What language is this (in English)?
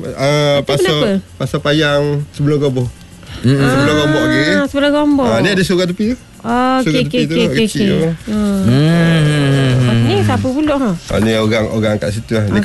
Malay